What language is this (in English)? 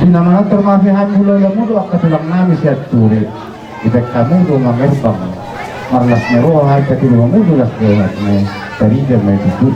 Batak Toba